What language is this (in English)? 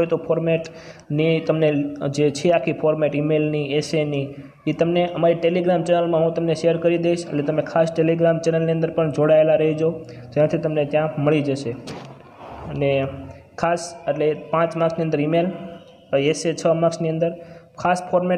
Gujarati